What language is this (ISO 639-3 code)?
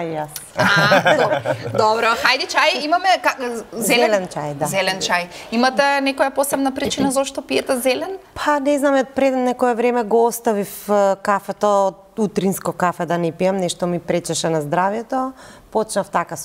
mkd